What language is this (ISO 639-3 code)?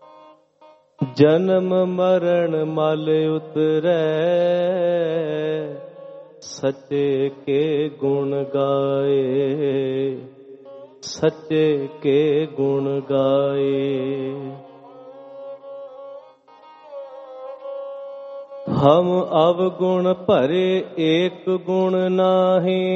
pan